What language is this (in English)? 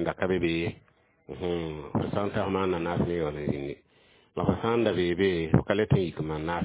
Mossi